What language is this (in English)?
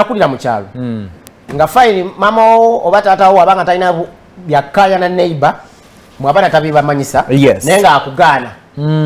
Ganda